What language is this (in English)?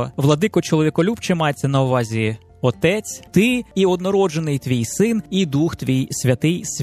Ukrainian